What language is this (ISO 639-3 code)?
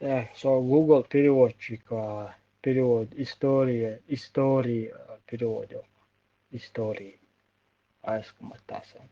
che